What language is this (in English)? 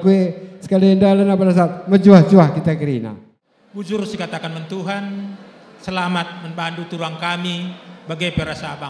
Batak Karo